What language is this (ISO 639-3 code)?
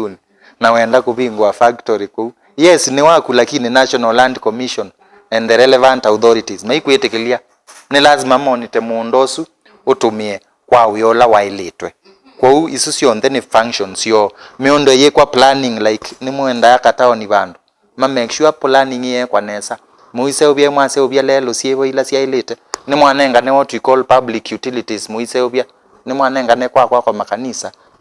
kam